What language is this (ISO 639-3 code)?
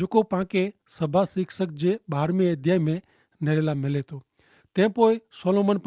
kfr